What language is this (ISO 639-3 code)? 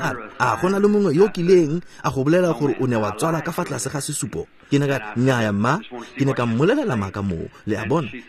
tsn